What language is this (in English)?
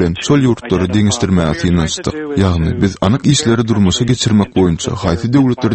Turkmen